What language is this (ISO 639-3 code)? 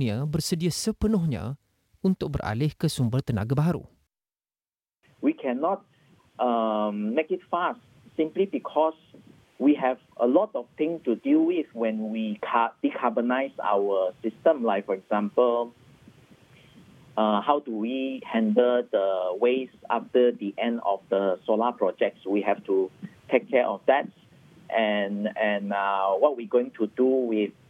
msa